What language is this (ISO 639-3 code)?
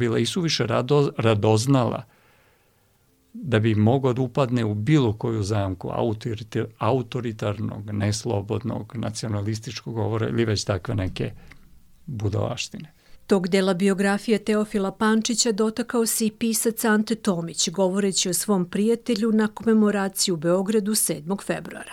srp